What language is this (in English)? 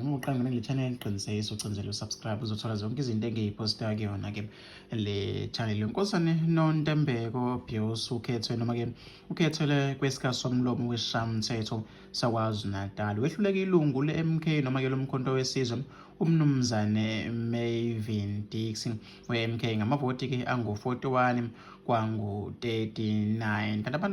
Zulu